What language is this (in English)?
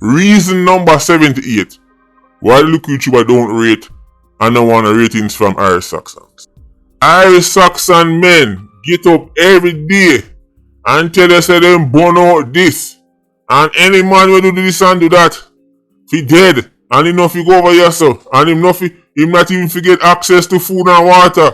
Jamaican Creole English